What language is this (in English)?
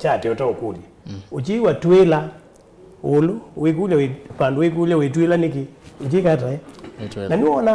Kamba